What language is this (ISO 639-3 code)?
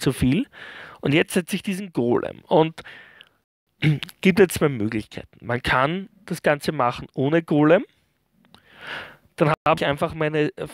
deu